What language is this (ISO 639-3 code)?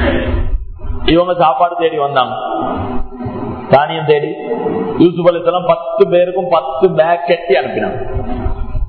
tam